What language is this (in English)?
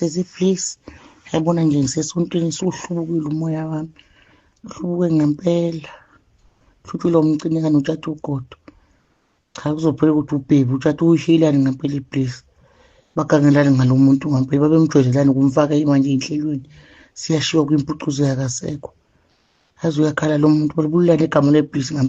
Zulu